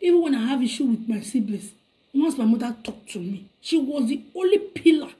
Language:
Nigerian Pidgin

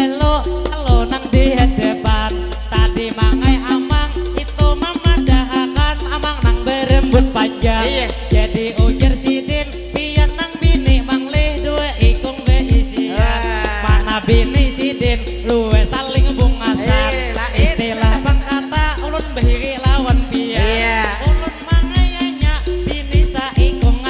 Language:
Banjar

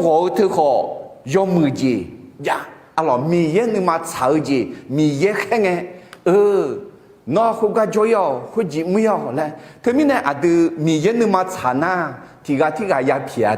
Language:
Akha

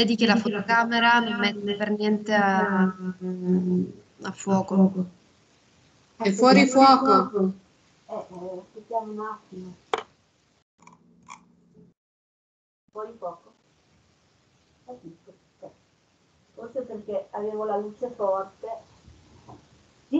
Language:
Italian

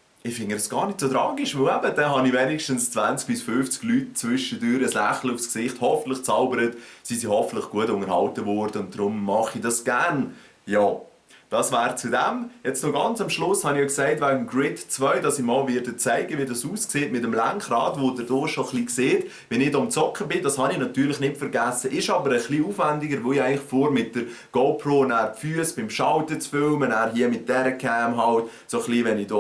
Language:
Swiss German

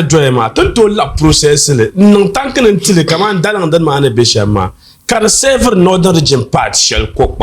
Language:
Dagbani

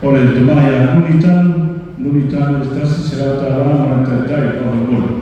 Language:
Samoan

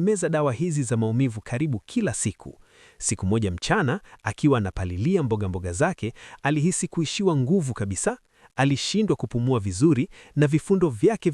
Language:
Swahili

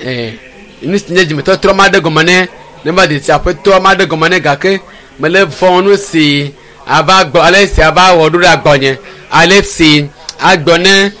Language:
Ewe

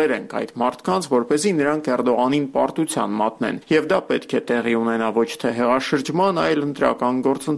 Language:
Armenian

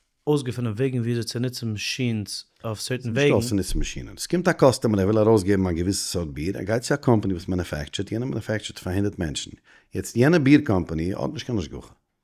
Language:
Yiddish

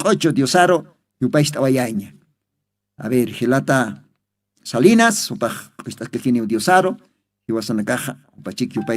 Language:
Aymara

